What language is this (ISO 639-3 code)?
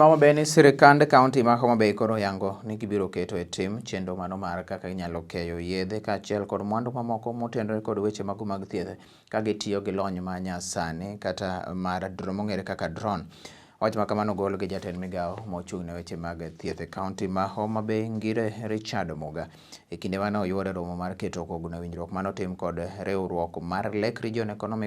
luo